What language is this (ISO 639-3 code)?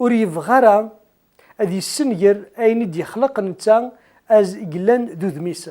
kab